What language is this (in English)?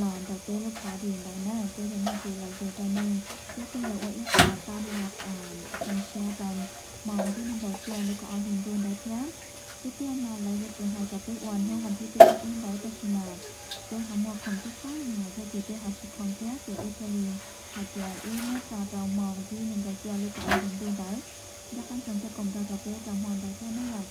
Hmong